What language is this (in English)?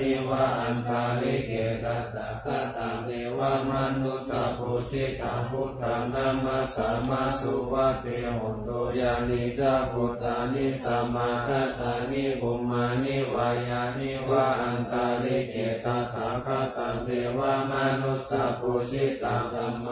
Pali